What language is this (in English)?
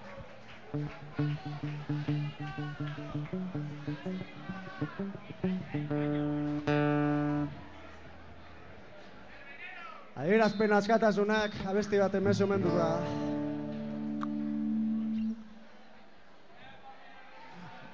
Basque